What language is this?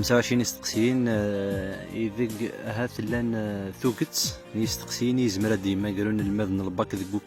Kabyle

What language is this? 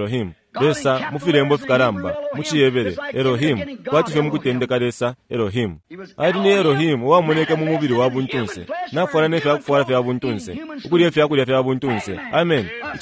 Bemba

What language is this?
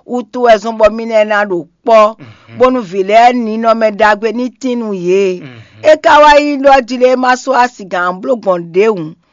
Fon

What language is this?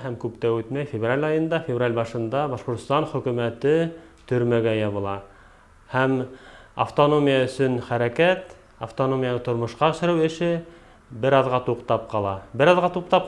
Bashkir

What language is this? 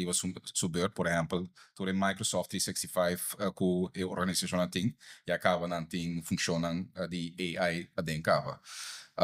Papiamento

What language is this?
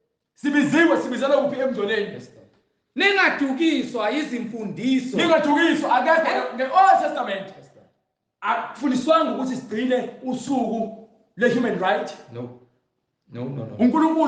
Zulu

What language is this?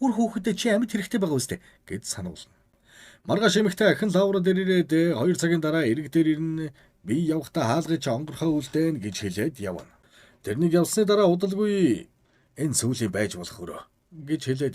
Mongolian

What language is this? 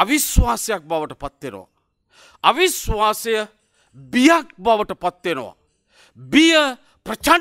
Sinhala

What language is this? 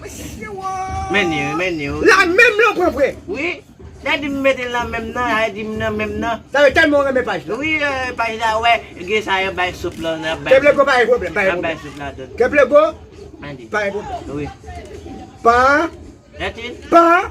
Haitian Creole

